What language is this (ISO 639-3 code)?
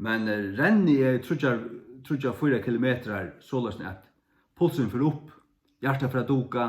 fao